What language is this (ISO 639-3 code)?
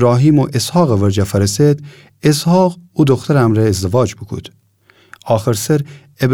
glk